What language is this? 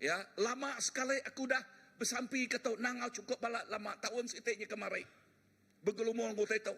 Iban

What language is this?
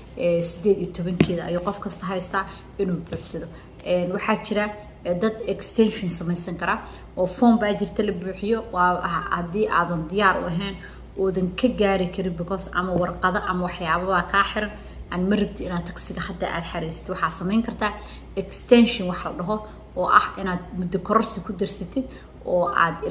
Somali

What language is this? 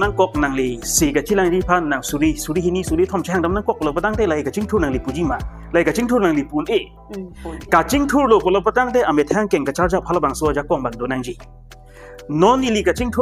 Karbi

